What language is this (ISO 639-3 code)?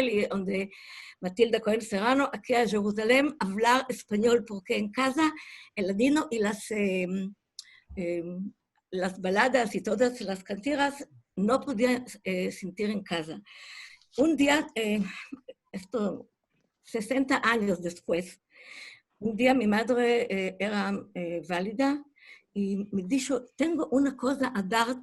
lad